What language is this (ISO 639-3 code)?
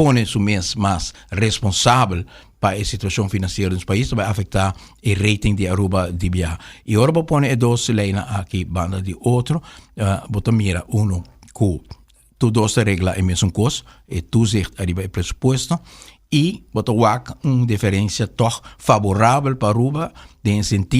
pap